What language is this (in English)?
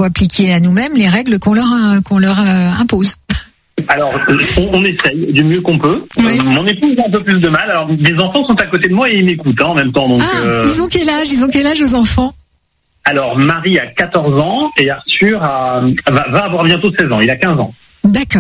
French